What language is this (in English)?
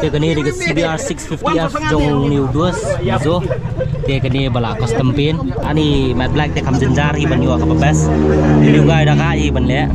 Khasi